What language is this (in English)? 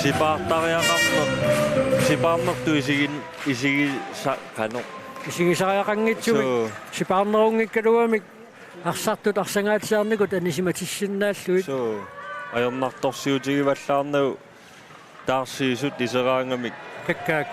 Kalaallisut